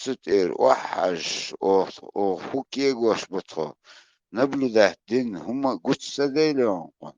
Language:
Chechen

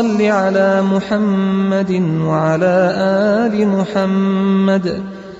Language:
Arabic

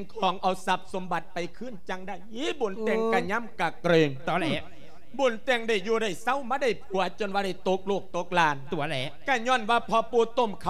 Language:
Lao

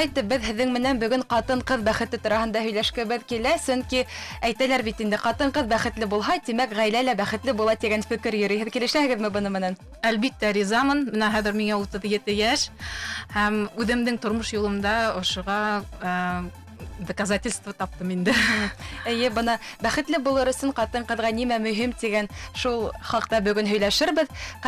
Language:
Bashkir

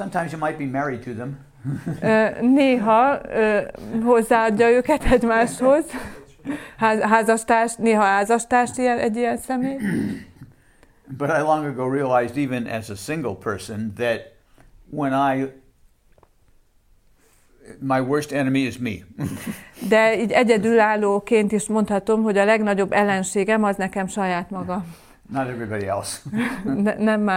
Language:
Hungarian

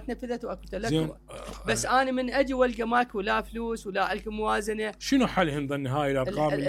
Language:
Mesopotamian Arabic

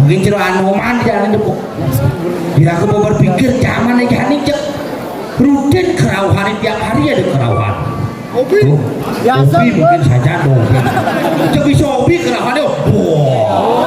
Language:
Balinese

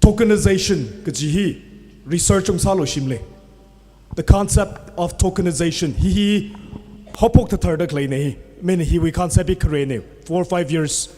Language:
Tangkhul Naga (India)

